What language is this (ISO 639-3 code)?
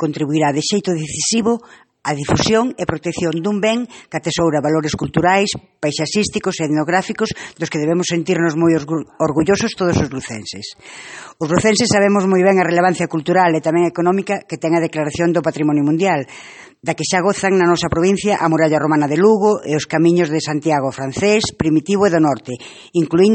glg